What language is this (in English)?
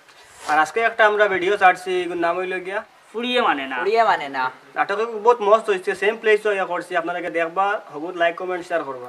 Sylheti